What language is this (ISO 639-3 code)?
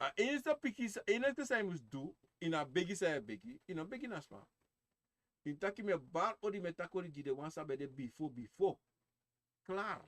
srn